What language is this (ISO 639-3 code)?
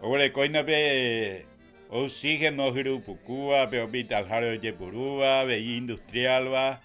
grn